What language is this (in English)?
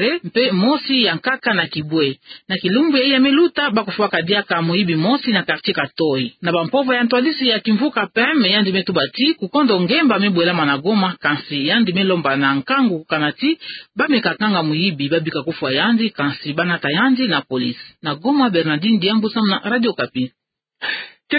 Kituba (Democratic Republic of Congo)